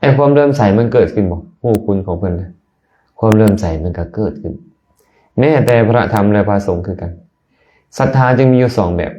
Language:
Lao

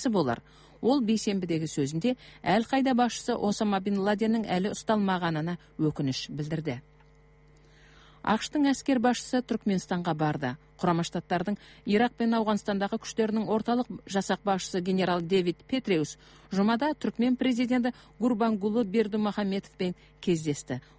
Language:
Kazakh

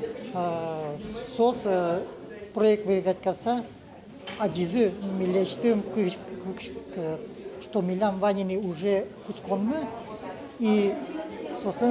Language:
Udmurt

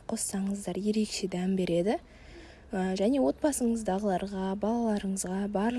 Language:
Kazakh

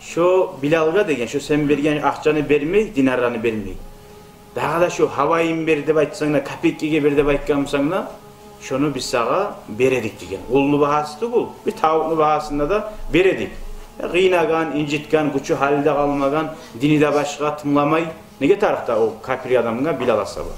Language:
Kumyk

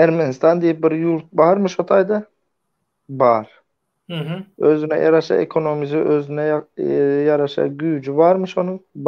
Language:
Turkmen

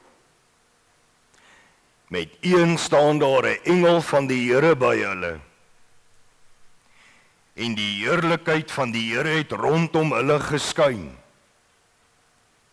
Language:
Afrikaans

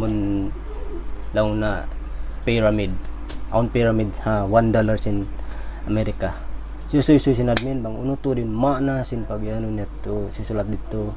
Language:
Tausug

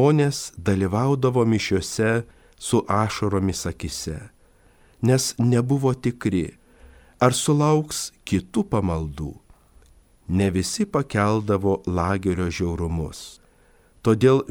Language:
Lithuanian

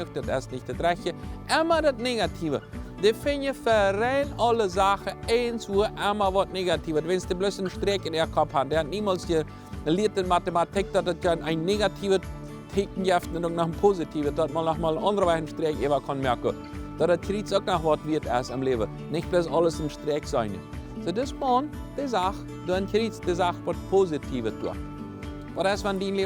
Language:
Plautdietsch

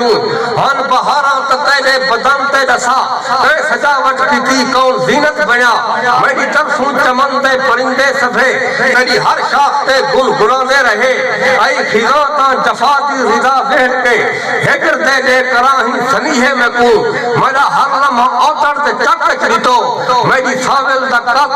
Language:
Saraiki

